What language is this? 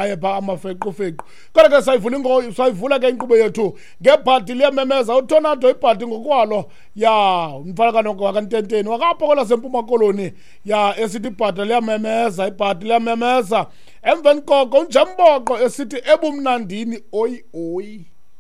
Xhosa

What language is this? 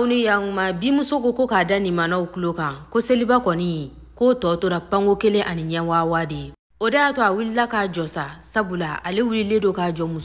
Bambara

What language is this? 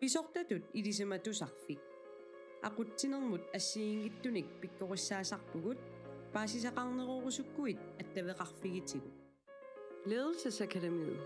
Kalaallisut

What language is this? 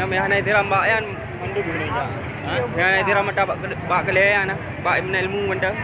Achinese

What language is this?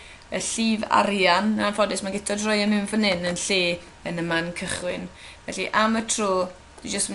Welsh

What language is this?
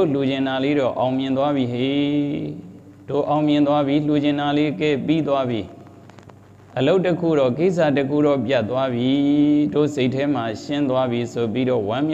Burmese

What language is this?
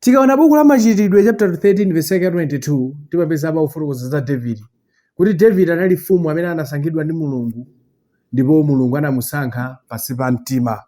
Nyanja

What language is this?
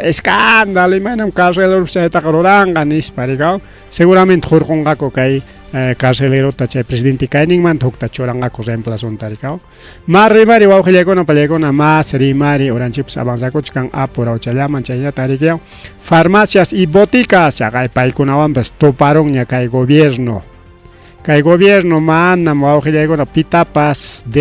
Ayacucho Quechua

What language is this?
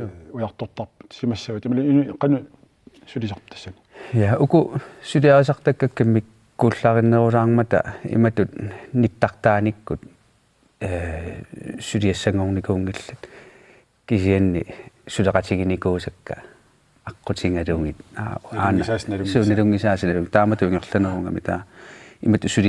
Kalaallisut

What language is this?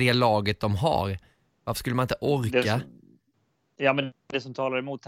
Swedish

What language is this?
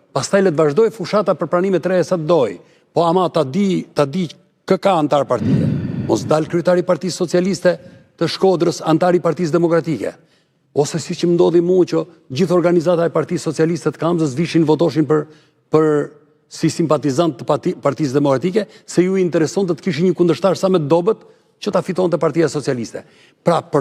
Albanian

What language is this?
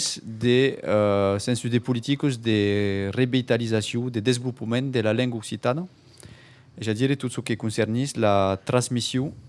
Occitan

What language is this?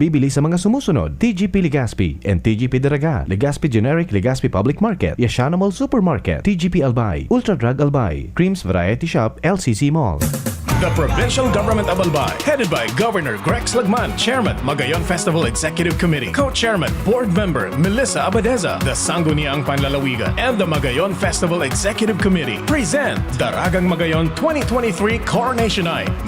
Bikol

